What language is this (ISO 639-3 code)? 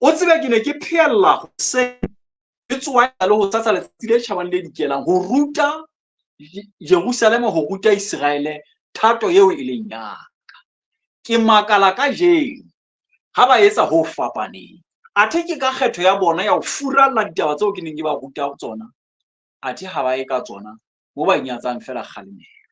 sot